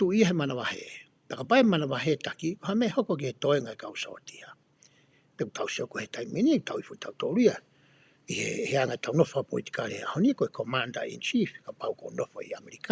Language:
Tongan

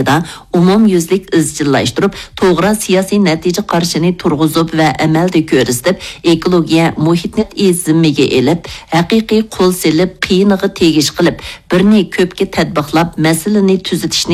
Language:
Uyghur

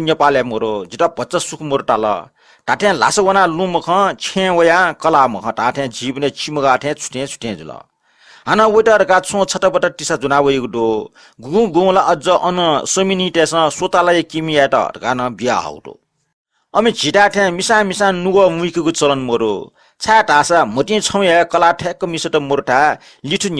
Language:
Newari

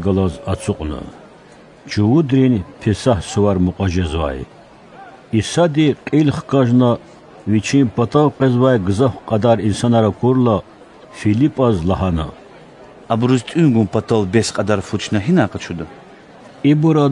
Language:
Lezghian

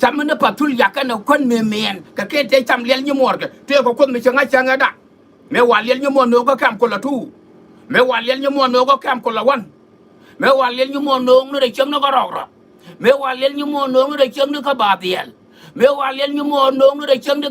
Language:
Nuer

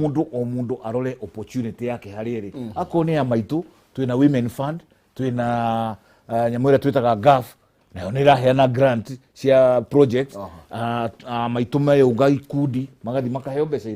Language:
Kikuyu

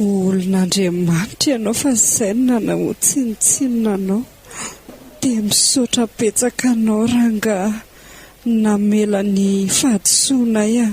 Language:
Malagasy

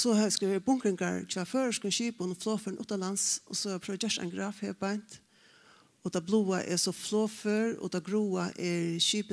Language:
Faroese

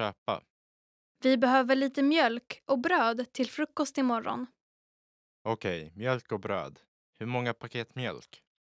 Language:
Swedish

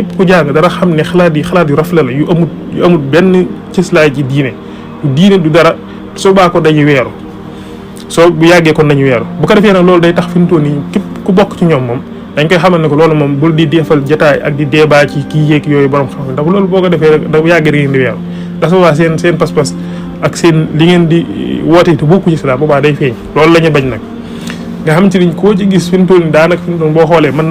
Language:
Wolof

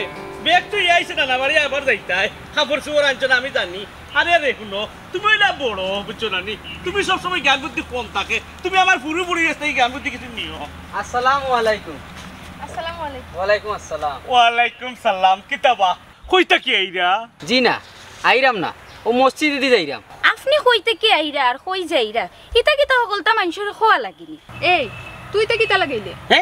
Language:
Sylheti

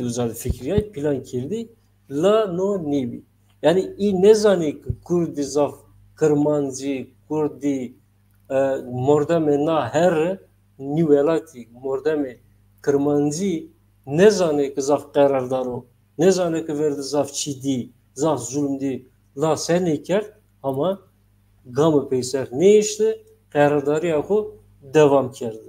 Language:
Zaza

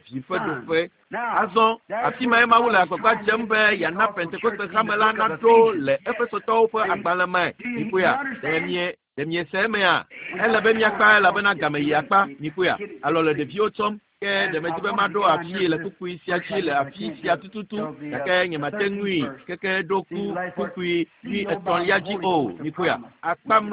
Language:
Ewe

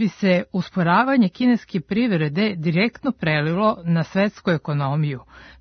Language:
Serbian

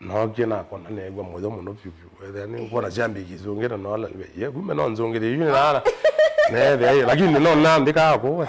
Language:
Kamba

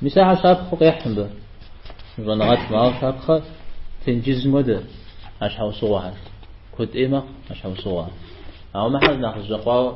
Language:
Kabardian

